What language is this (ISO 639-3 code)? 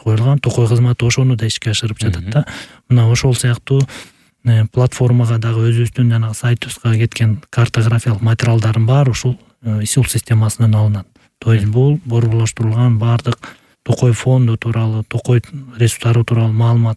kir